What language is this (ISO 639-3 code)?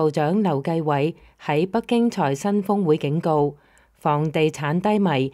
yue